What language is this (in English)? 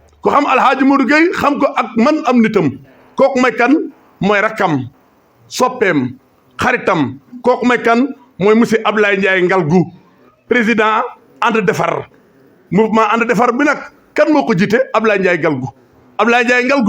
Wolof